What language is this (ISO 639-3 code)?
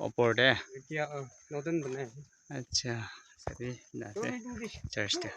nag